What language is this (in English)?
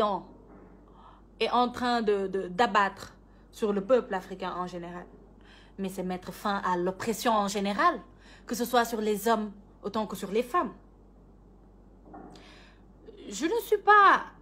French